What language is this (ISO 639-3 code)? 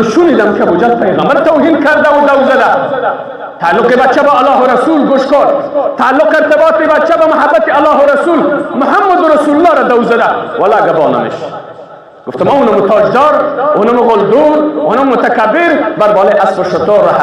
fas